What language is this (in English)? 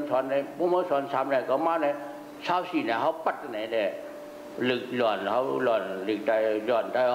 Shan